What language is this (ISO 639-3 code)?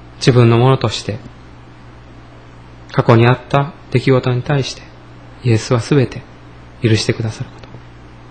jpn